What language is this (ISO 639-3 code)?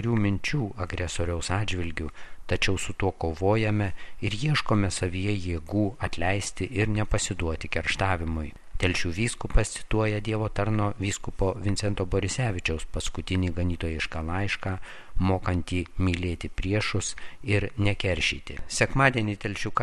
lit